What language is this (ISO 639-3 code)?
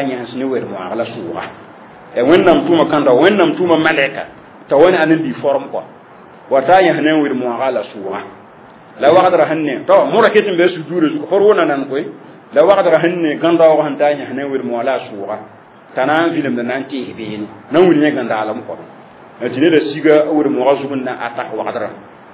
mos